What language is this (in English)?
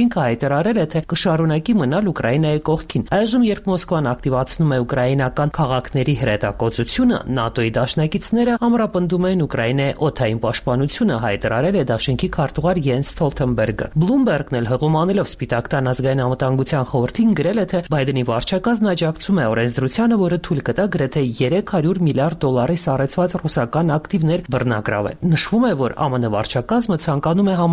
Armenian